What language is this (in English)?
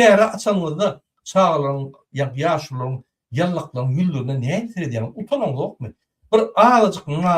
Turkmen